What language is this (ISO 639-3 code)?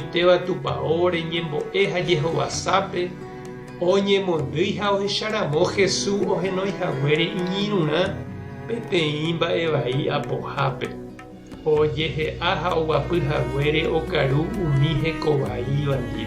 grn